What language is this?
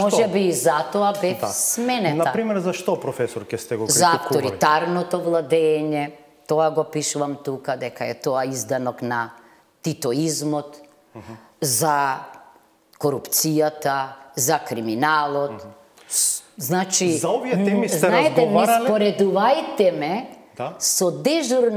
Macedonian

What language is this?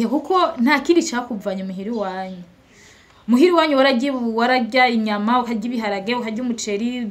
Rundi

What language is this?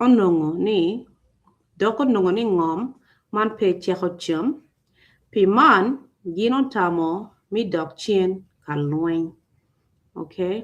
Acoli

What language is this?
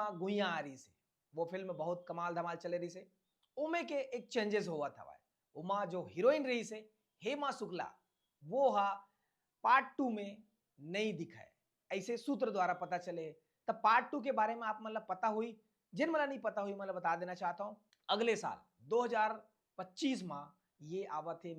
Chhattisgarhi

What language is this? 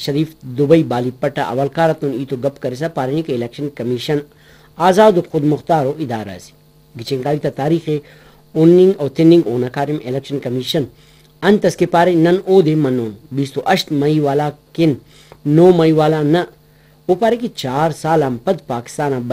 Brahui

